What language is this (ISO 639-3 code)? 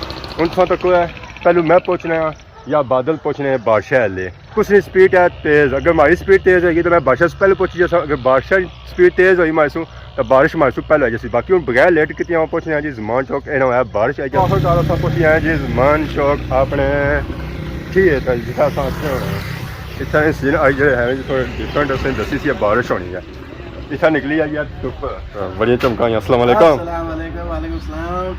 phr